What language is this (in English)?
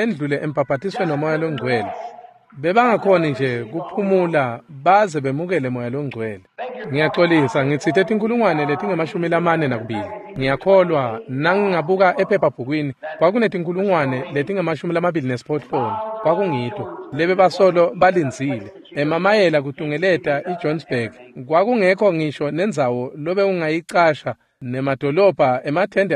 Swati